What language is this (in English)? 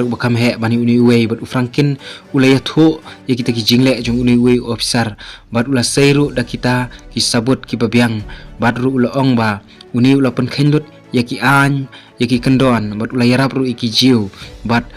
Khasi